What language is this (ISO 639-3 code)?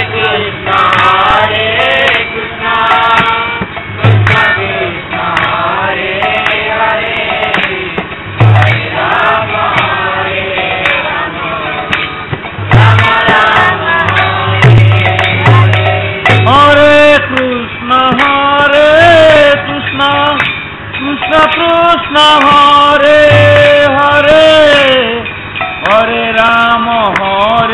ori